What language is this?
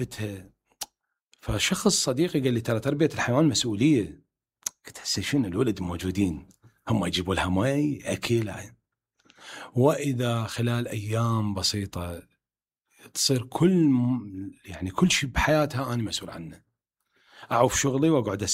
Mesopotamian Arabic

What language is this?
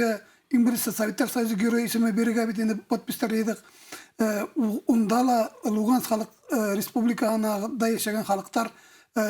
Bashkir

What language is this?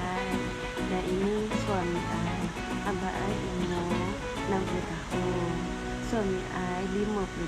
Achinese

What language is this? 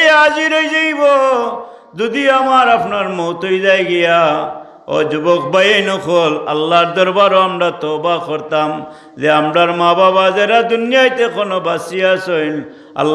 Sylheti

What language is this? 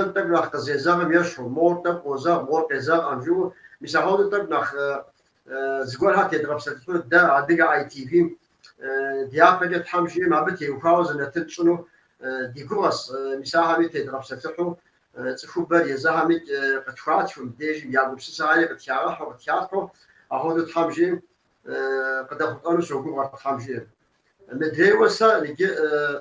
Kabardian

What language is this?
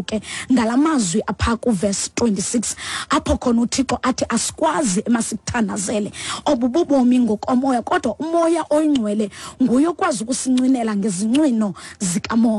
Xhosa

